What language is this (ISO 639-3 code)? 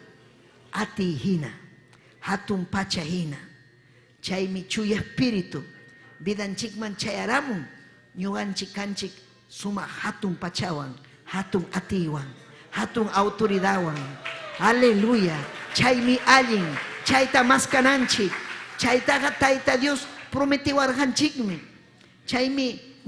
quy